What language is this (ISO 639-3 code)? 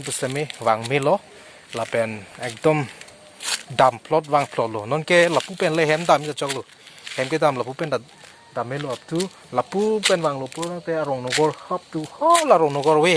mjw